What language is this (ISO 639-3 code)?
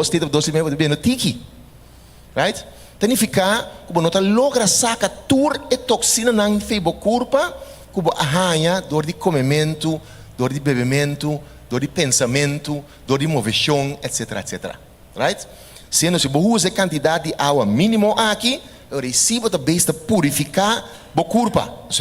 pap